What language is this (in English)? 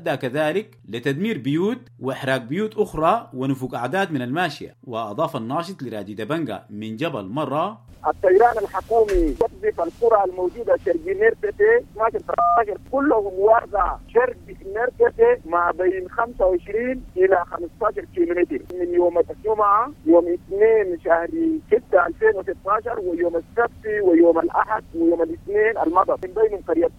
Sudanese Arabic